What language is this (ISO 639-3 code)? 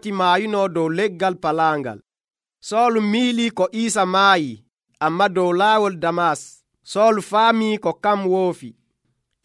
fuv